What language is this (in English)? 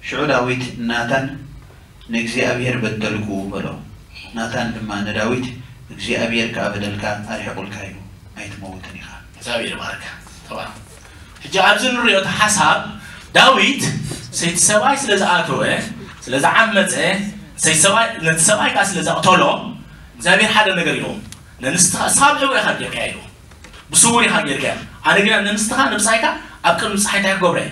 Tigrinya